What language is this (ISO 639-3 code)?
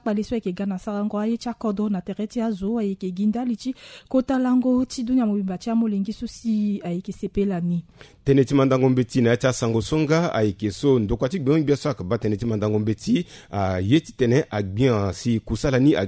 sag